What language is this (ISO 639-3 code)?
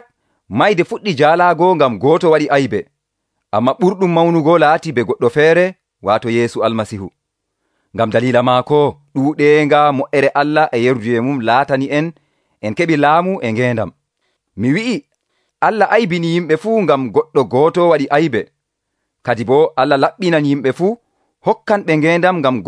fuv